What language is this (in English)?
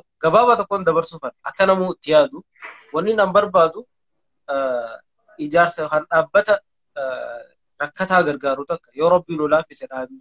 Oromo